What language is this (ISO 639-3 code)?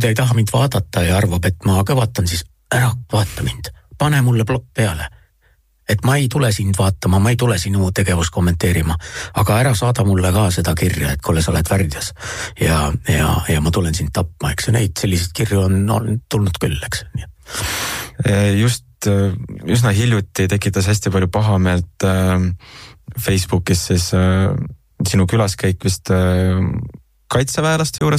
est